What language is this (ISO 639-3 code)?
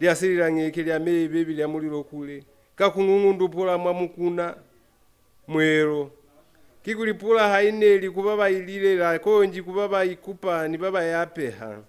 loz